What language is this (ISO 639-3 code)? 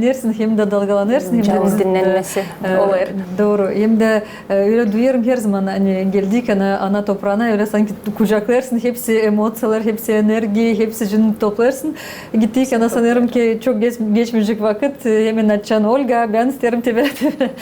gag